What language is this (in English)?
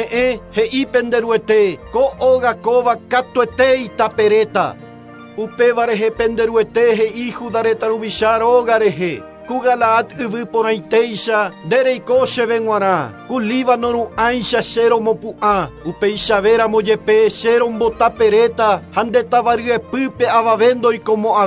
Guarani